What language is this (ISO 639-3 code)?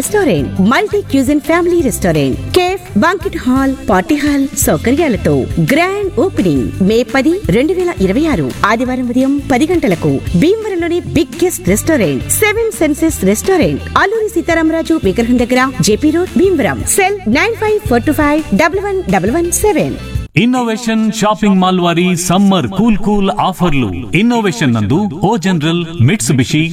tel